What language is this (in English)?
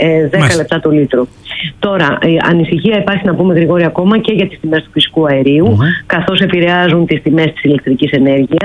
Greek